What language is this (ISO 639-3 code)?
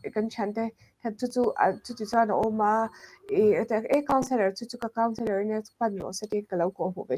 lus